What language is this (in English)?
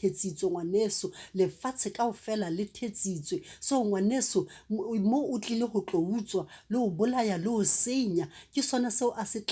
Southern Sotho